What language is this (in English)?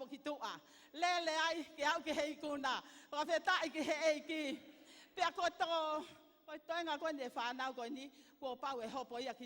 Tongan